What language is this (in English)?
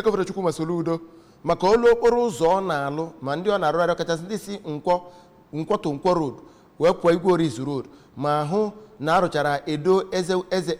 Igbo